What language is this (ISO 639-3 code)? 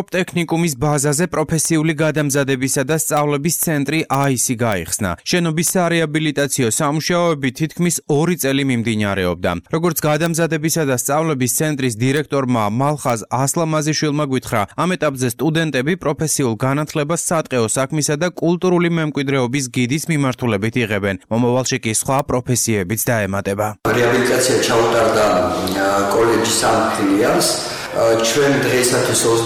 kat